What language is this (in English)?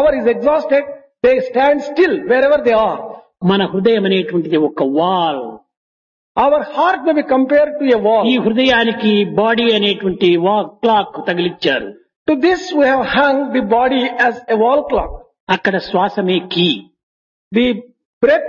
Telugu